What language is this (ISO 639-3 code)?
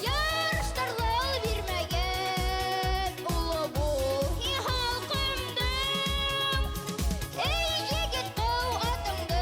bak